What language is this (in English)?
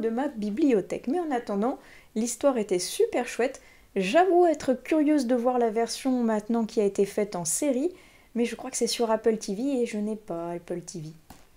French